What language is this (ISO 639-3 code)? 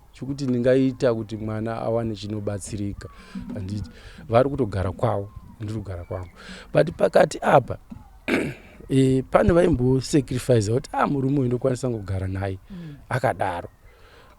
sna